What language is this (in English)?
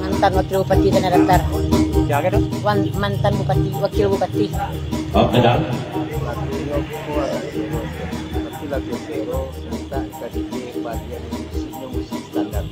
Minangkabau